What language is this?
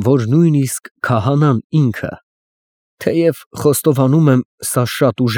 Armenian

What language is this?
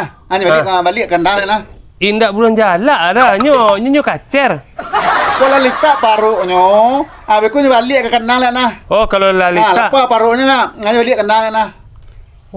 Minangkabau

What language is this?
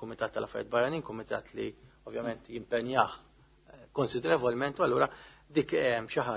Maltese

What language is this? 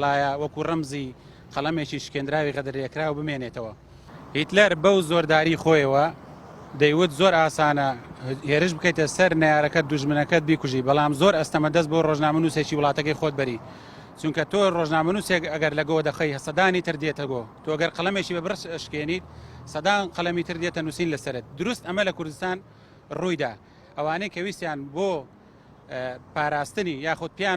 Central Kurdish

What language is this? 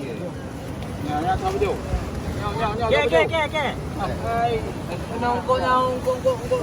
Achinese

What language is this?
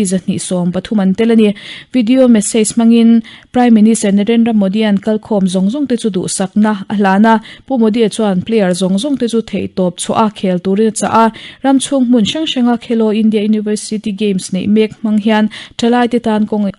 Mizo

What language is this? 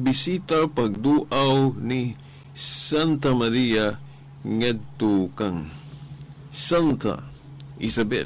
Cebuano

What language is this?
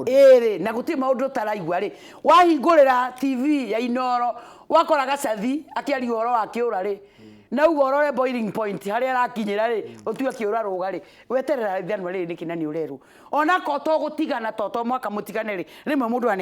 Kikuyu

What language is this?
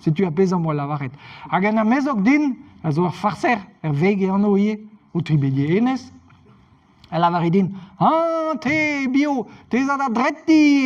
Breton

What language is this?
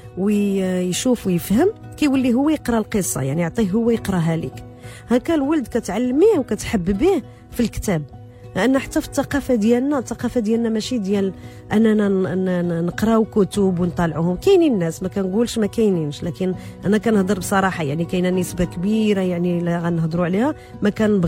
Moroccan Arabic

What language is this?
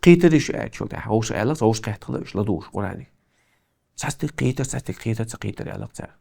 Chechen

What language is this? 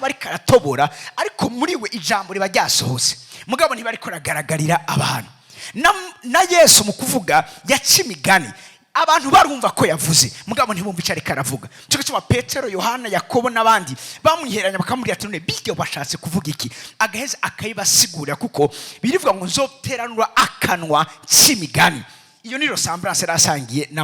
Rundi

